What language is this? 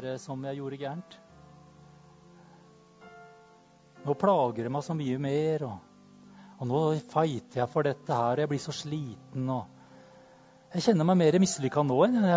Norwegian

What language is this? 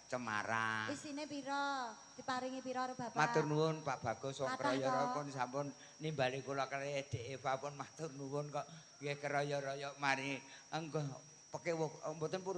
Javanese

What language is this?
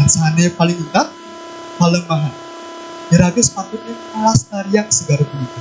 Balinese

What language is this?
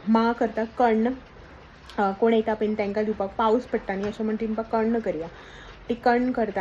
Konkani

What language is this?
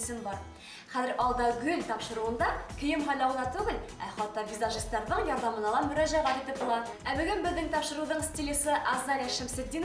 Bashkir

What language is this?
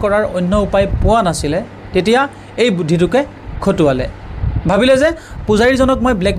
Assamese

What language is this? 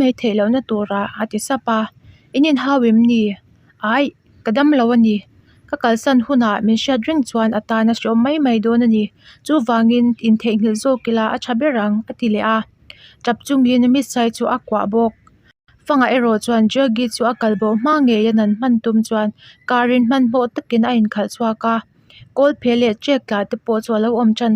Mizo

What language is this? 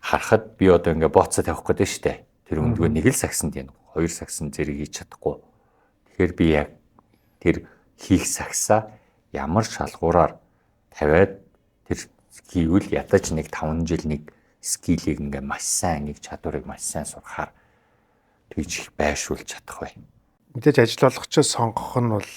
Mongolian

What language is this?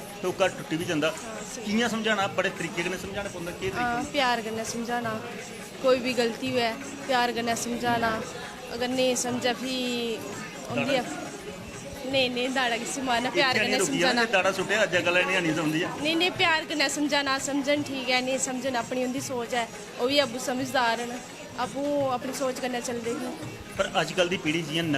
Dogri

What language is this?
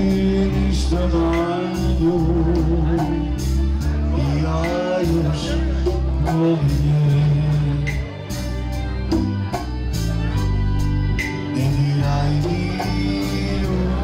Croatian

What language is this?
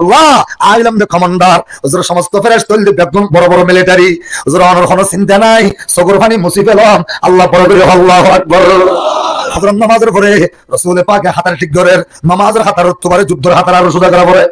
Rohingya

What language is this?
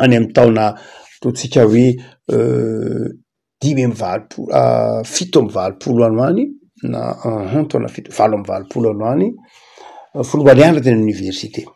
Malagasy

